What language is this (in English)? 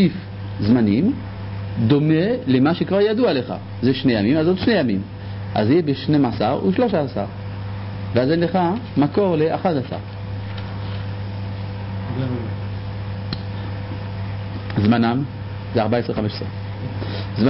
Hebrew